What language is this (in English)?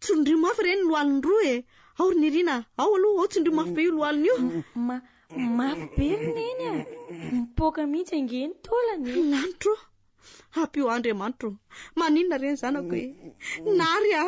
Malagasy